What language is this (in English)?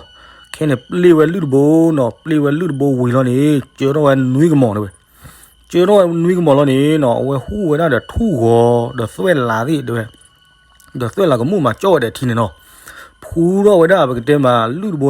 S'gaw Karen